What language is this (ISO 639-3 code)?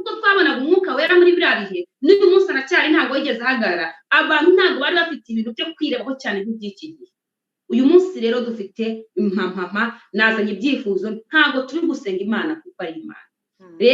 kin